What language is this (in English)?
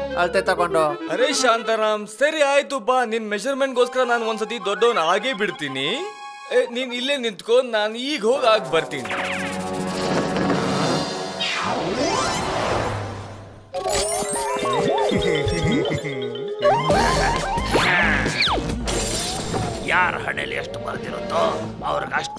Kannada